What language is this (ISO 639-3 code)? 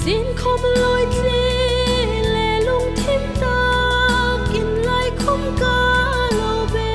hmr